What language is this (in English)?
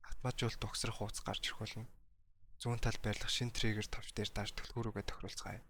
Mongolian